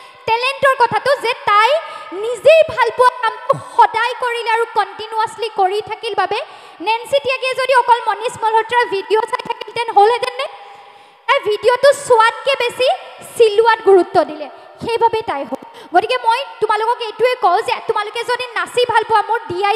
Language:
Assamese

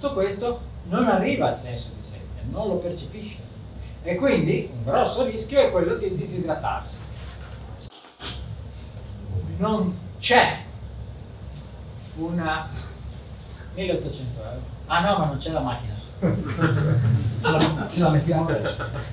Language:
Italian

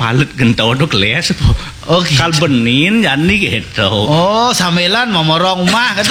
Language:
Balinese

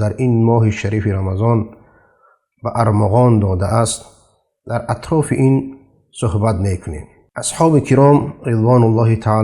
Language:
Persian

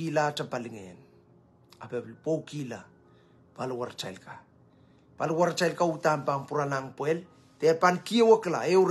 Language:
Pohnpeian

